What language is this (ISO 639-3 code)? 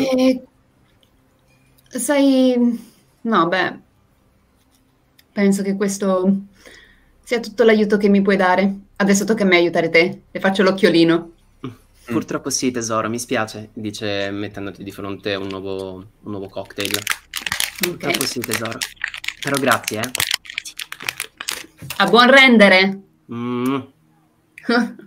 ita